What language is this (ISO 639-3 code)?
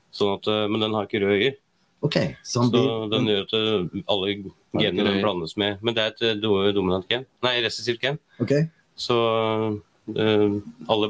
nor